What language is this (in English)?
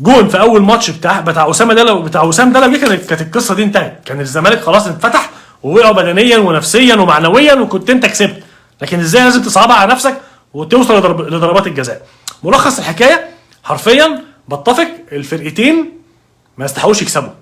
Egyptian Arabic